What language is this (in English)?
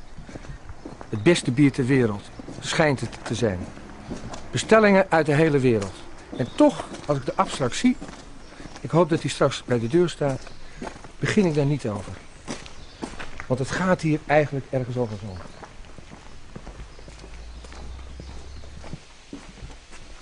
Dutch